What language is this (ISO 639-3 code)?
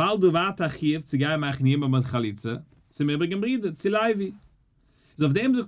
yid